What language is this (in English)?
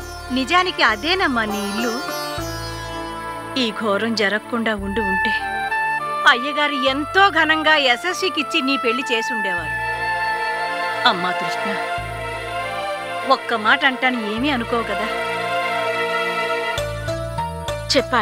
Telugu